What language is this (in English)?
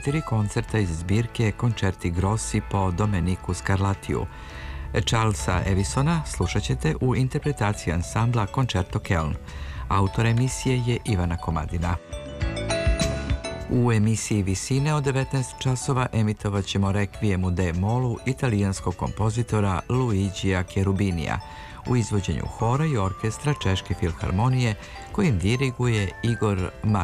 Serbian